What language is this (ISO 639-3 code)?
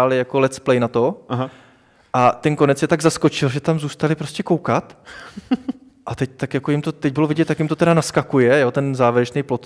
ces